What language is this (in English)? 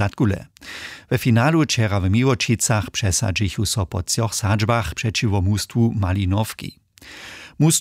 Upper Sorbian